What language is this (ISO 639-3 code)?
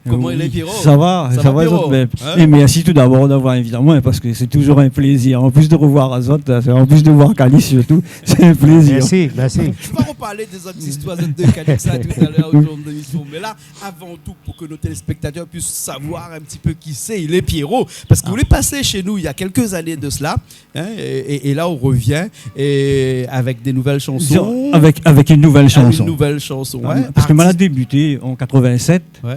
rcf